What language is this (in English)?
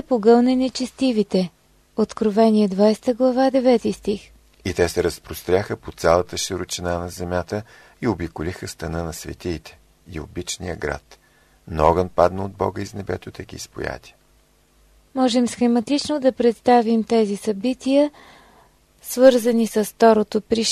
Bulgarian